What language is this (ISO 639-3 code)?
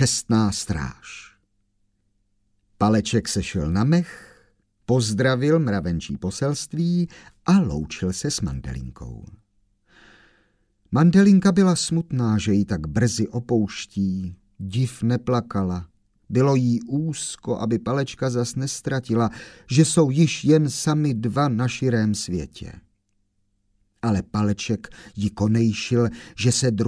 ces